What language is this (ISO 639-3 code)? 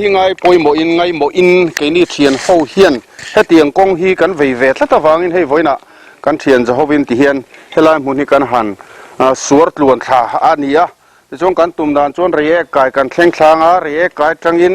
lus